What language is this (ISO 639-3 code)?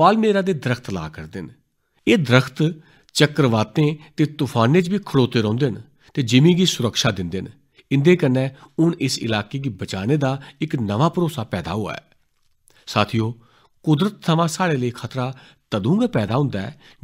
doi